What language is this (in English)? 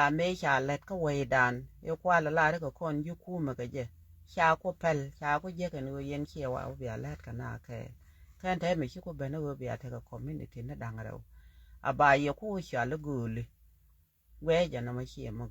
Nuer